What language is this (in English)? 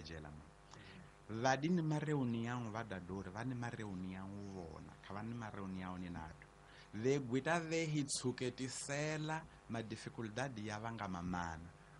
Tsonga